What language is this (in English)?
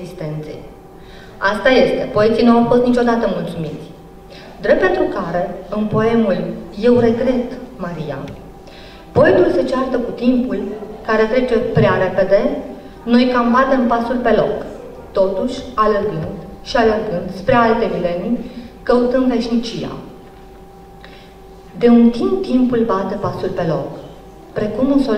Romanian